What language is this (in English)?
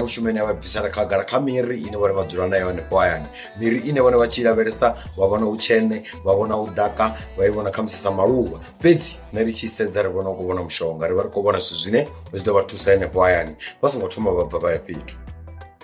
Venda